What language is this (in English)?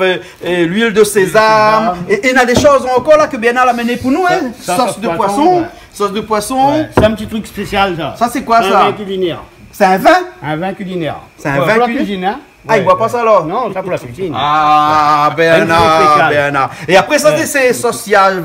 Réunion Creole French